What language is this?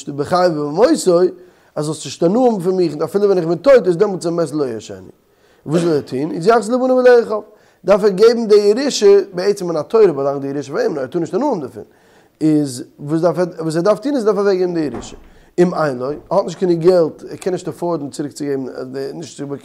Yiddish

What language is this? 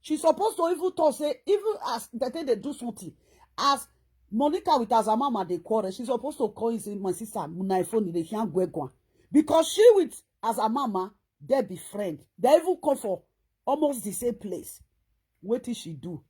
Nigerian Pidgin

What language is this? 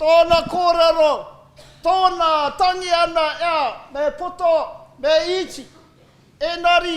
Māori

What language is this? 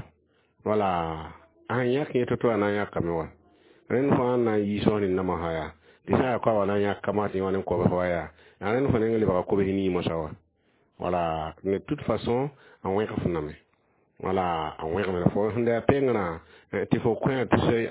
Mossi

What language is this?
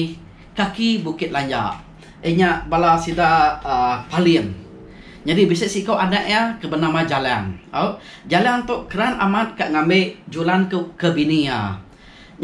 Iban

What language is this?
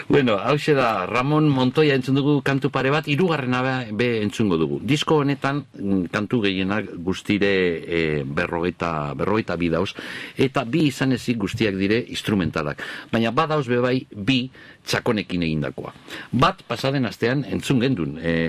Basque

